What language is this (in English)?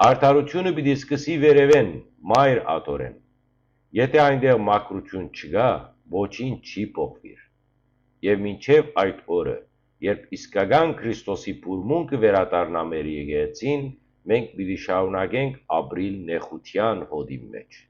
Western Armenian